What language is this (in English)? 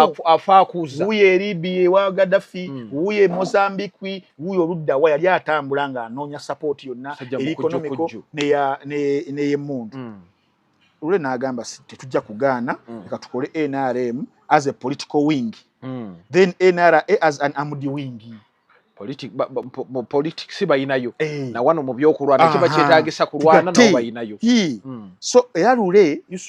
Ganda